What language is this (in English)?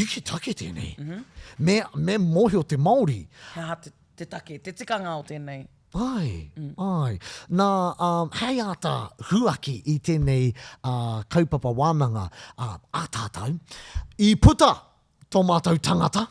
Māori